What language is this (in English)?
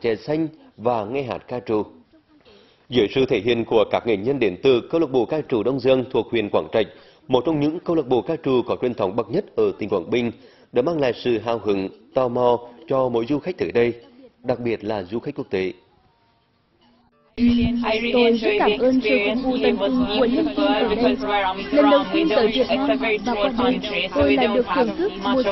Vietnamese